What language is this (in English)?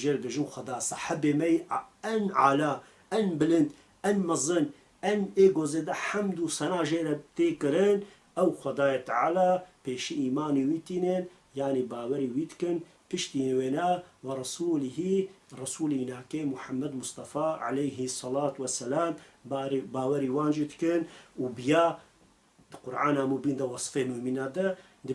Kurdish